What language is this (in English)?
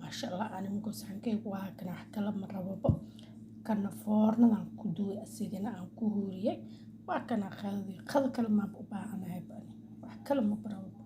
Somali